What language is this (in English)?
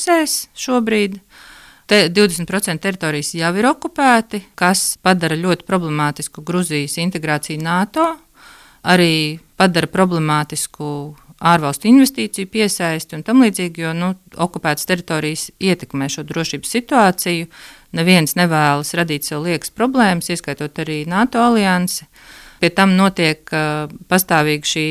Latvian